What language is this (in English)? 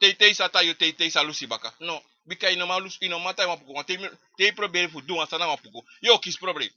Sranan Tongo